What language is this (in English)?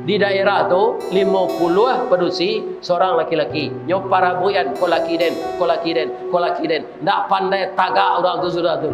Minangkabau